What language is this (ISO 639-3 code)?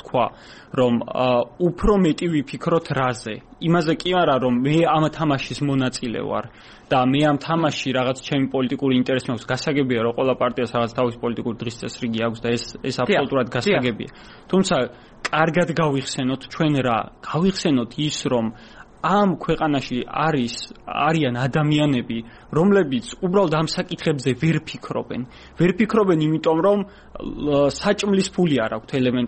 kat